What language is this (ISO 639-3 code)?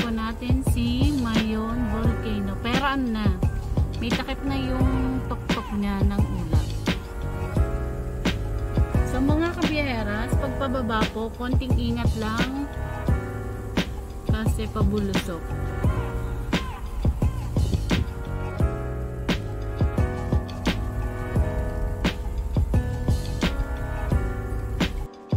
fil